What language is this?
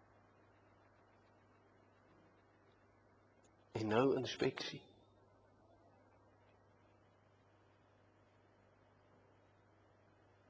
Afrikaans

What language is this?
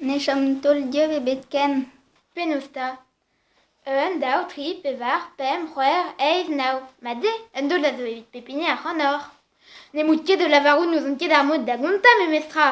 Breton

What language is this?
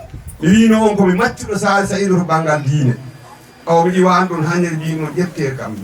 Fula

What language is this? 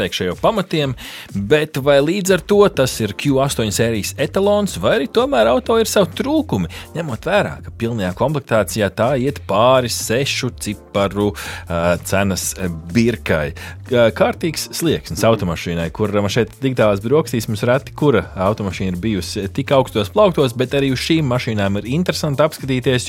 Latvian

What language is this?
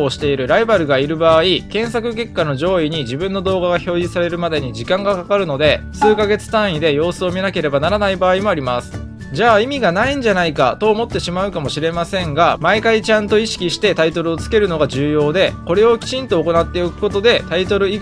Japanese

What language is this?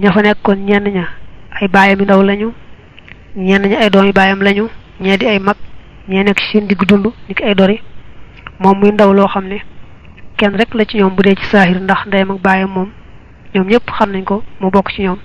Wolof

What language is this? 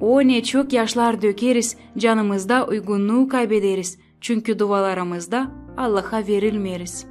Gagauz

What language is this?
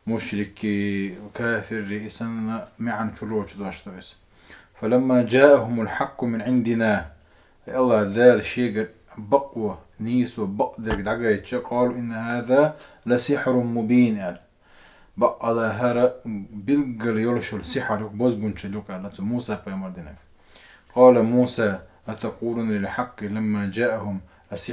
Chechen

